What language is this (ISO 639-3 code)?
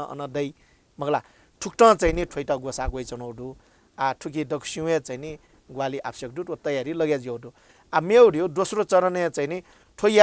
new